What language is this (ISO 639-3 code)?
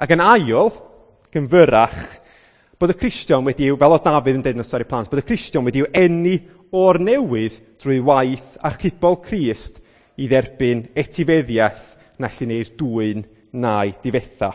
cym